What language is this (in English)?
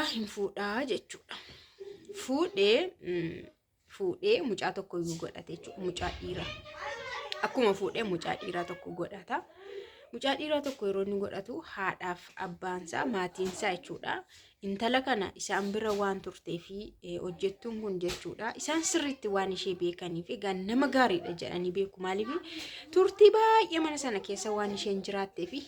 Oromo